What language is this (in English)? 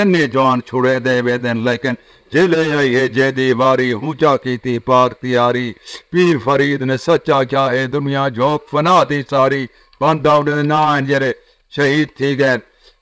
Saraiki